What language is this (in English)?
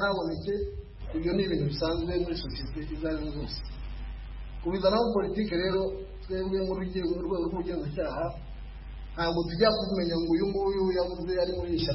Kinyarwanda